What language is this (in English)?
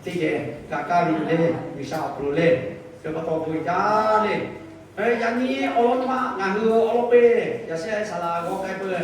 Lahu